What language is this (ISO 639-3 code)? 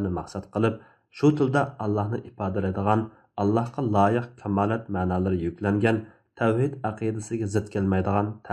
uig